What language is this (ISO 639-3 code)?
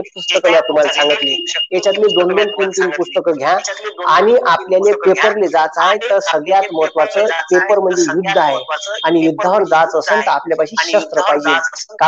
mar